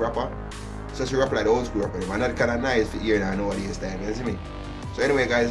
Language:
Jamaican Creole English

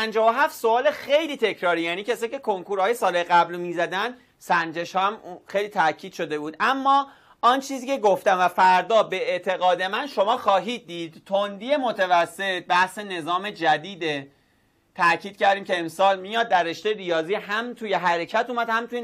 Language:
Persian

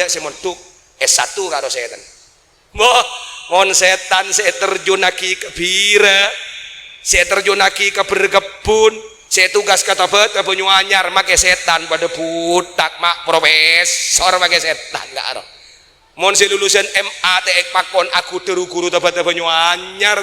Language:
Madurese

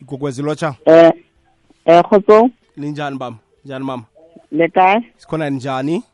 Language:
South Ndebele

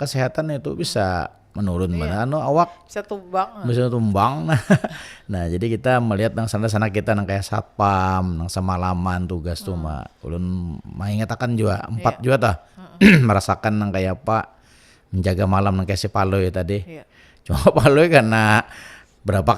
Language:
Banjar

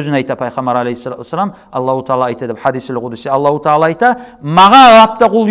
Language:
Kumyk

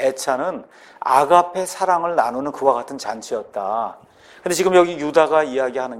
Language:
Korean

